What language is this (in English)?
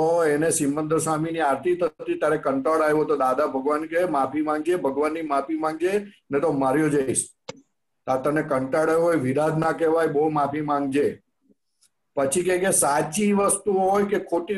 Gujarati